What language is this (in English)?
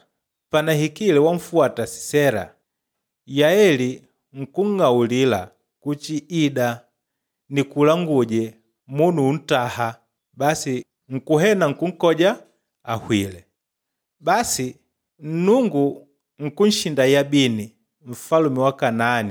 Makonde